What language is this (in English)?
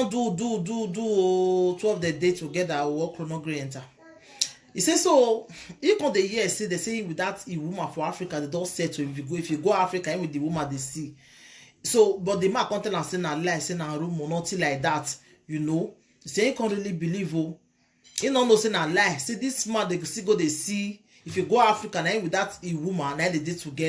Nigerian Pidgin